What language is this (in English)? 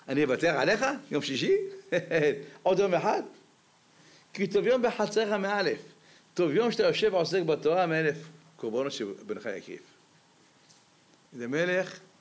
Hebrew